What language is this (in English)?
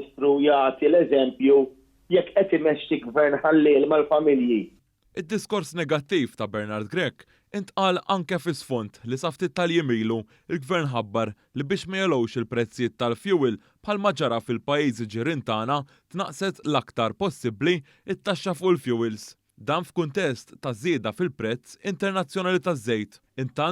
Maltese